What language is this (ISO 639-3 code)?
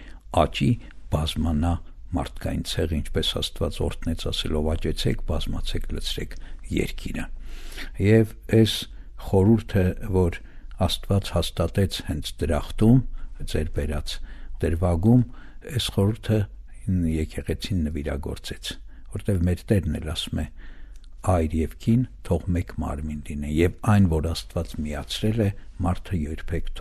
hye